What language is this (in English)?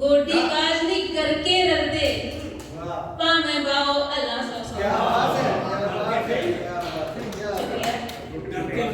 Dogri